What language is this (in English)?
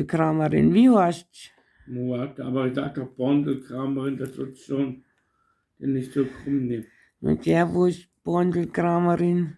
Bavarian